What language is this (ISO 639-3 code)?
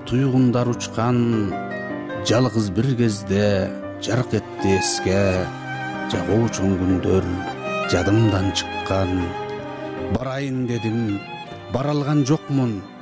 kir